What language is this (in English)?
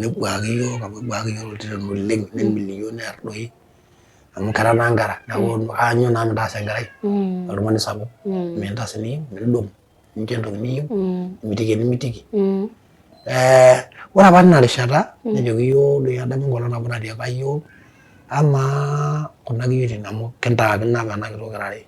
Masai